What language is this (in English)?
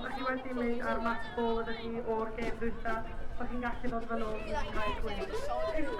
Welsh